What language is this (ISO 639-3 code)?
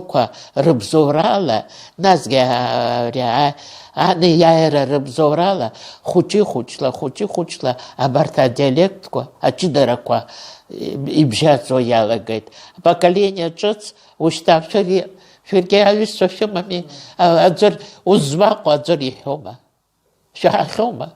abk